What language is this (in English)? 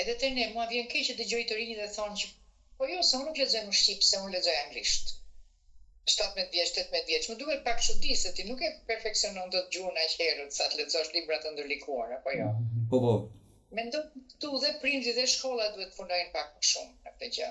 Albanian